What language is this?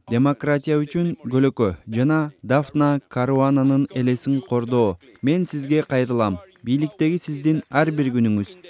Kyrgyz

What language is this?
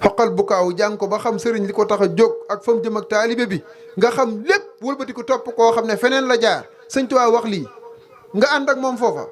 Wolof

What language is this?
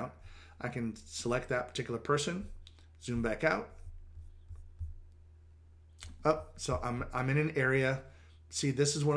English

